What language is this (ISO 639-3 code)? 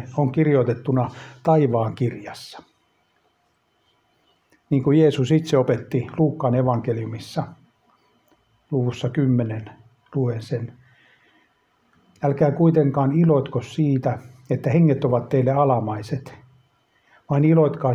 fin